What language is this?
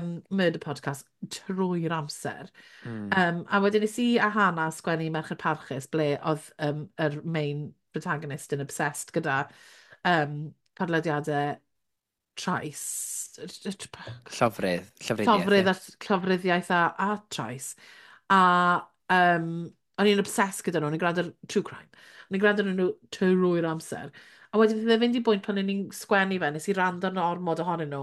Welsh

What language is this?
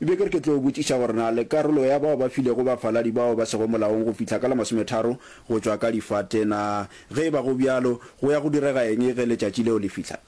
Northern Sotho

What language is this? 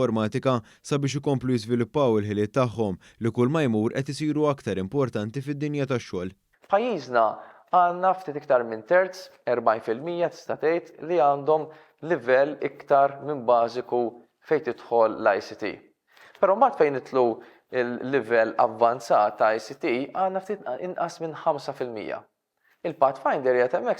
Maltese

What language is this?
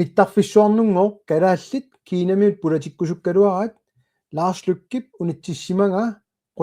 Kalaallisut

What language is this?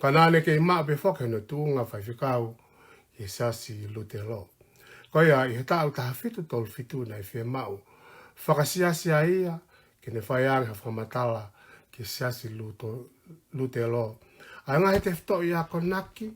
Tongan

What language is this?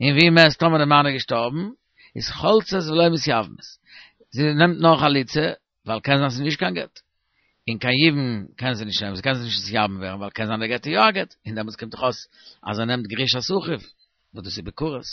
Yiddish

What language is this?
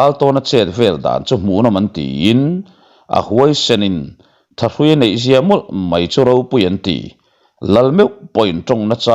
Mizo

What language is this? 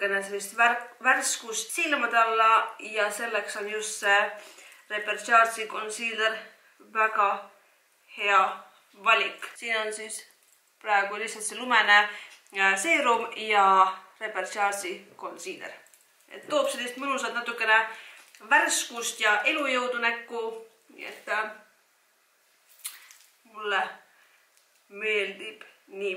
Estonian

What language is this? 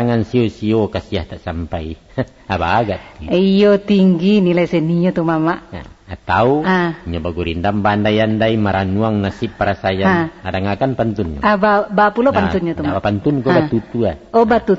Minangkabau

